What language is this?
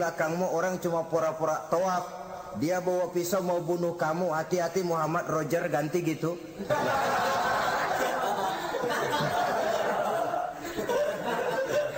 Indonesian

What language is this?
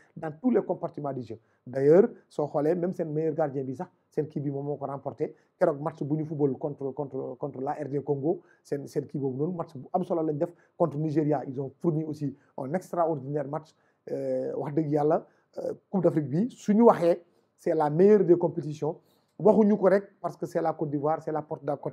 Wolof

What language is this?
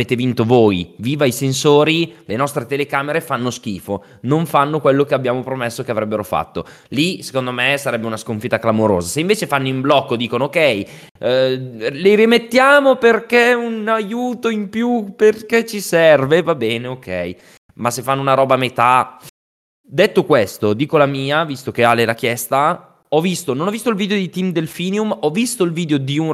Italian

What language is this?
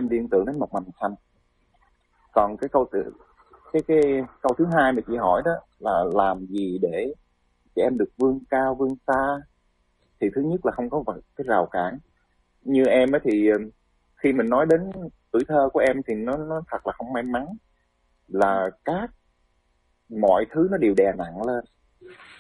Vietnamese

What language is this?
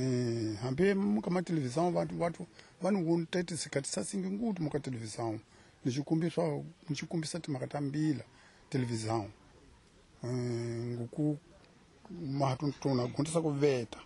Tsonga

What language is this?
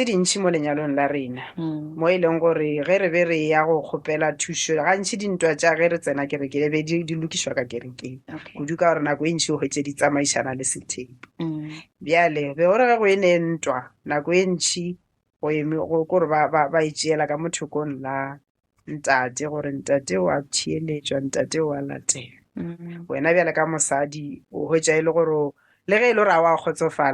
Northern Sotho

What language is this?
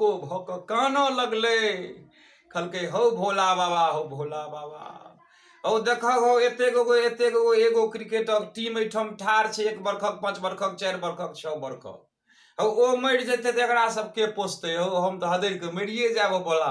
Maithili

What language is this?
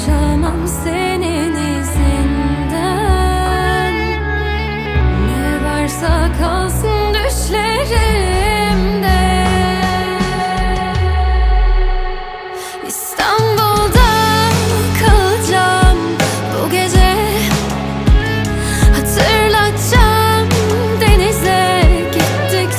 Turkish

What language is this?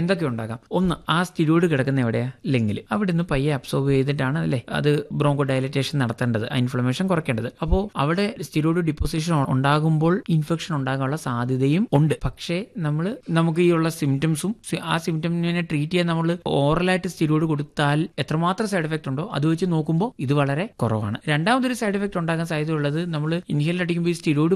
Malayalam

